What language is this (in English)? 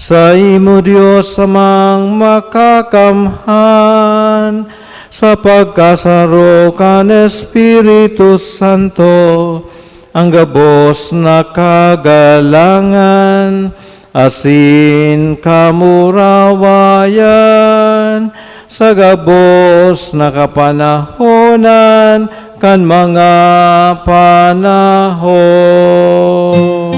Bikol